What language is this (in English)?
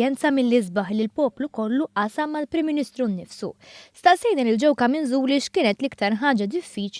Maltese